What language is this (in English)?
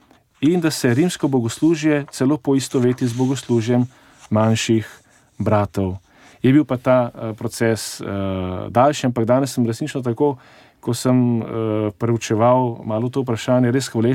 Slovenian